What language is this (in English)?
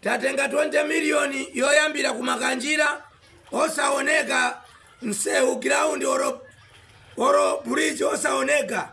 Nyanja